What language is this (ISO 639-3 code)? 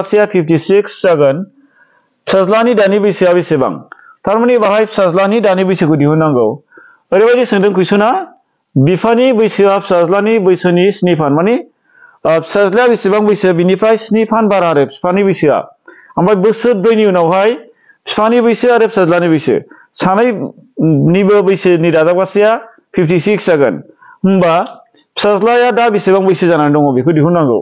brx